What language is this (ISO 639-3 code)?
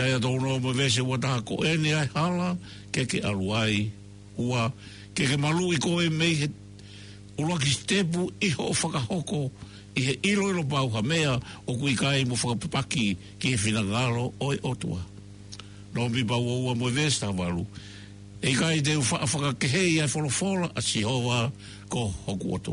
ton